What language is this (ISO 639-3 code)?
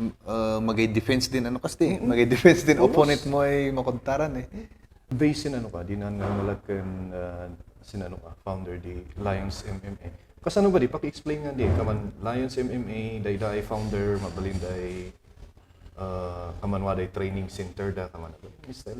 kne